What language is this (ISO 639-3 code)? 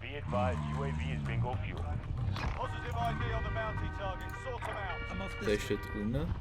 gsw